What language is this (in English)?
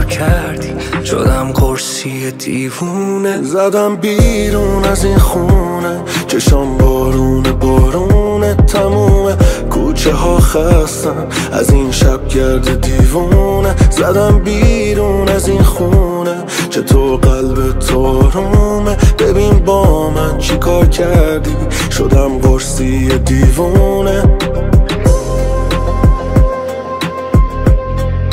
Persian